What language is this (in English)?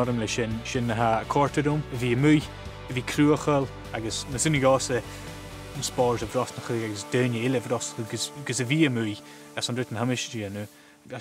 Scottish Gaelic